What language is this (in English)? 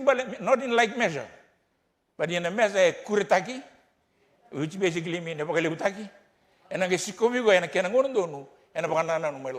Fijian